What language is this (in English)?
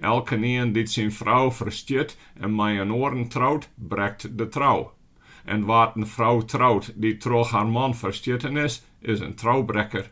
Western Frisian